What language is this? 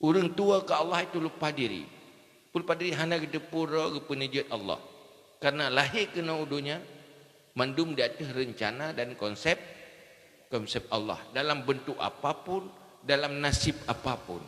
Achinese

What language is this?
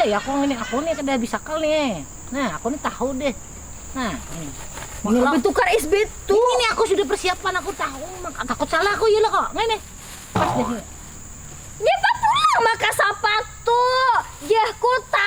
Banjar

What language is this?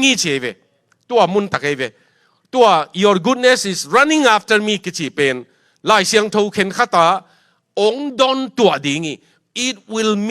Tedim Chin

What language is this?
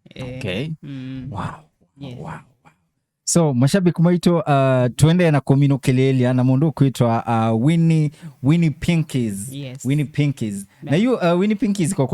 Kamba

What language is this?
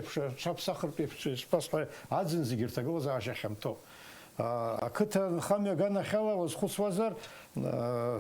Abkhazian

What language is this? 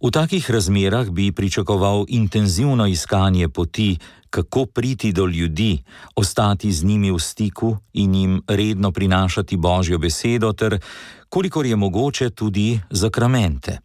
Slovenian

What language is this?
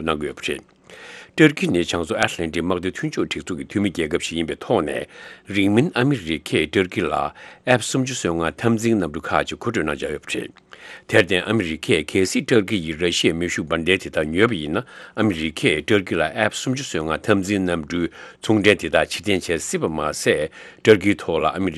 Tibetan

